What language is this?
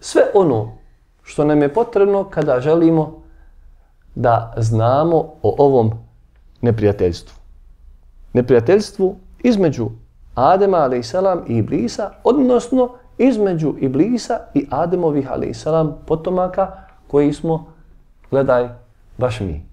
Bosnian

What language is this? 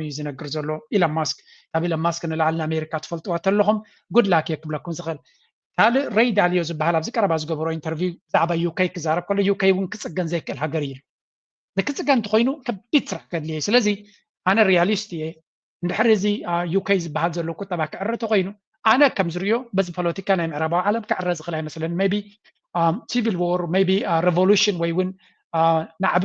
Tigrinya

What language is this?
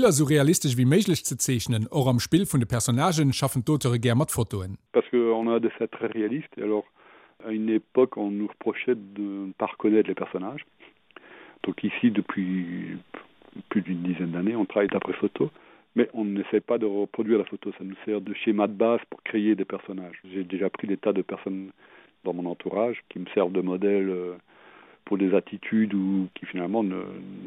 Luxembourgish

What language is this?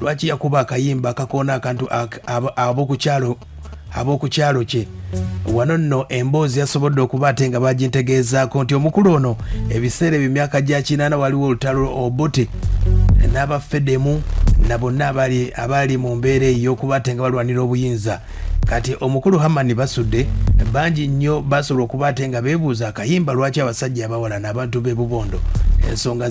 Ganda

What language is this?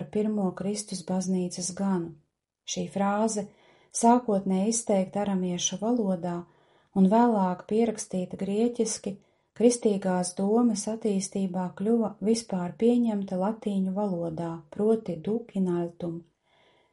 Latvian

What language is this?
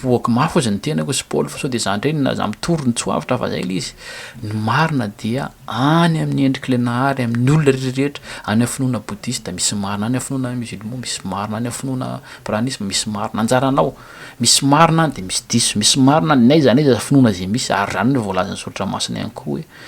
Malagasy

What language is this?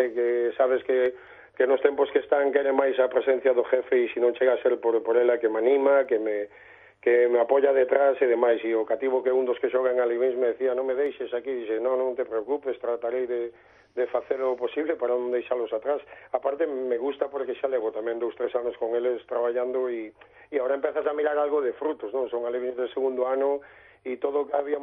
Galician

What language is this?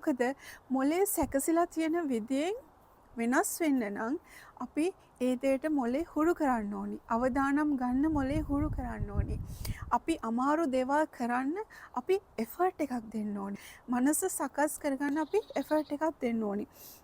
Sinhala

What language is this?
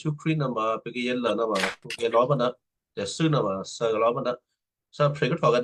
Western Kayah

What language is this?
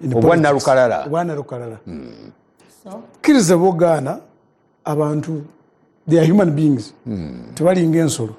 Ganda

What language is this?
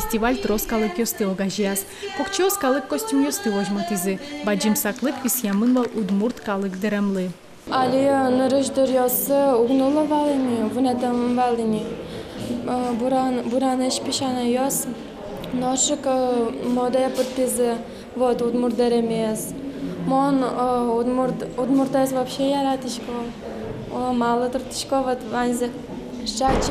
Udmurt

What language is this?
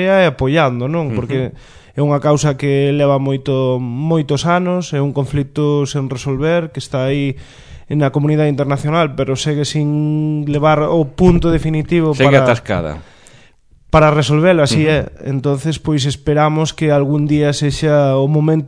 Galician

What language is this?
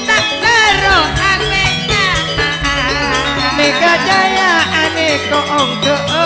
Madurese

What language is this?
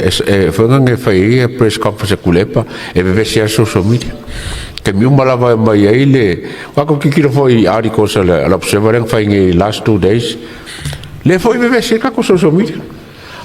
Samoan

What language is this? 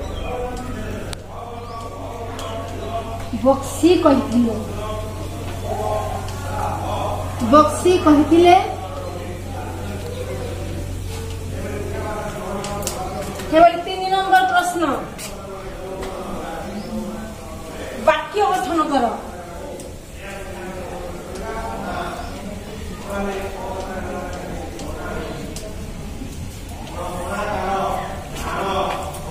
Odia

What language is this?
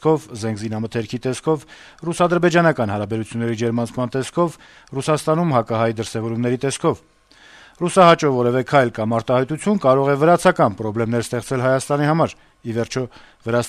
Armenian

